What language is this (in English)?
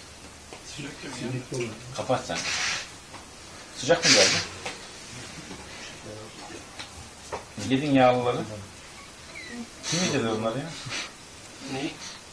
Turkish